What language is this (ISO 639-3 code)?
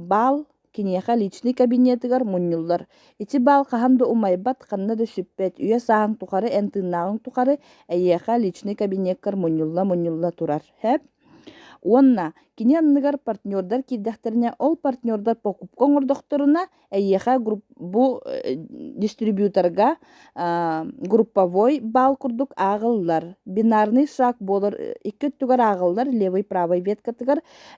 sah